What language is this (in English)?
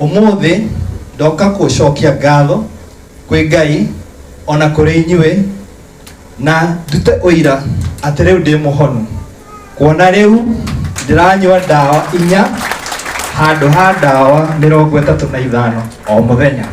Kikuyu